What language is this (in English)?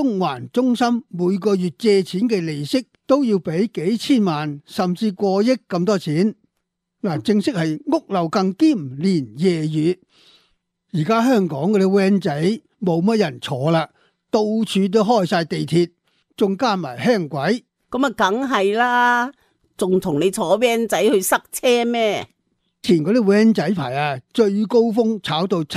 Cantonese